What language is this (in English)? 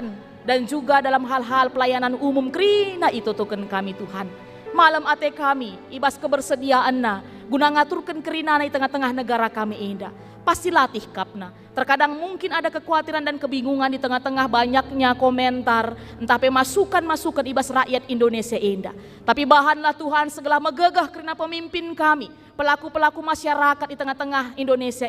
Batak Karo